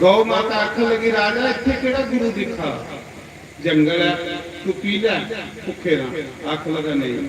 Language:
Dogri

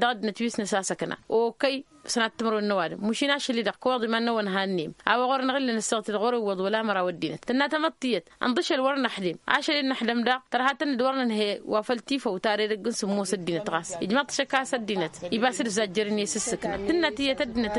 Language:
Tamasheq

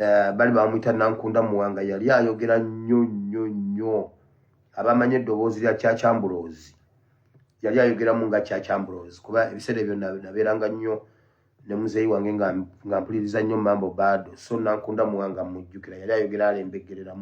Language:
Ganda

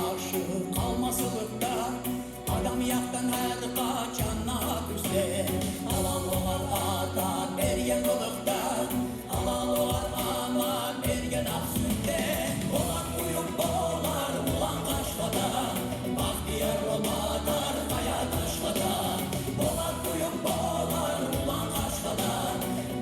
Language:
Kumyk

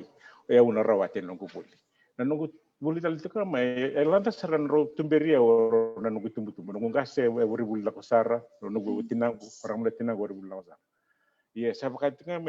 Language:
Fijian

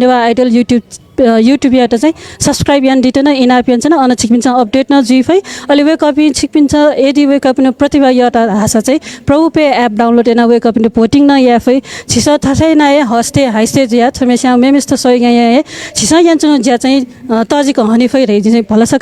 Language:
Newari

